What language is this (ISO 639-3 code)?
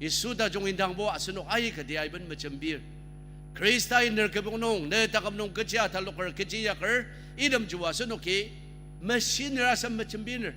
njo